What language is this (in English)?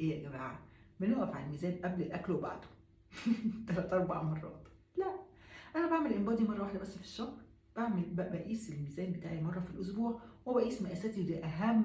Egyptian Arabic